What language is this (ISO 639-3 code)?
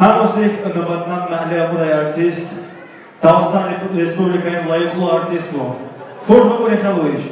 tab